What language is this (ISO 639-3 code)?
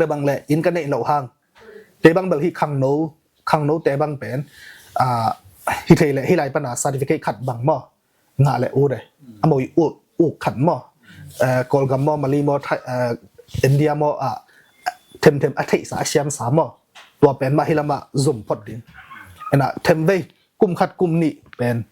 ctd